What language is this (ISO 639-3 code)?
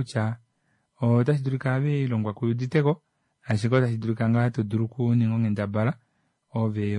kua